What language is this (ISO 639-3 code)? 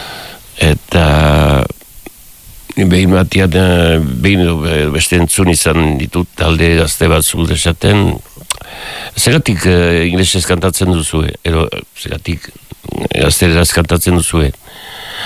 eus